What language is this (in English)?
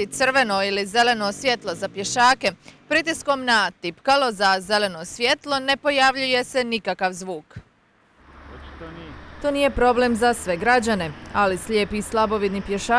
Croatian